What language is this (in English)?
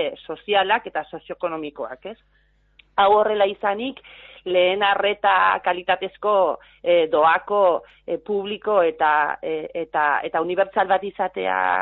Basque